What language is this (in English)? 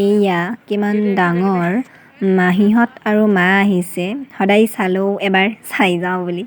Assamese